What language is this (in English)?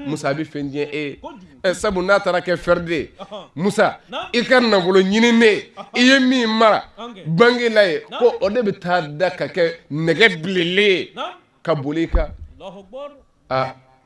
Bambara